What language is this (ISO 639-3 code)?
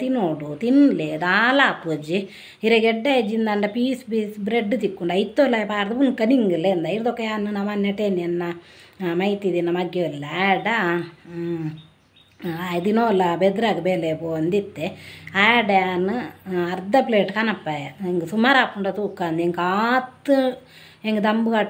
tcy